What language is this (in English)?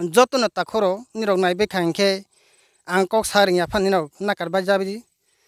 Riang (India)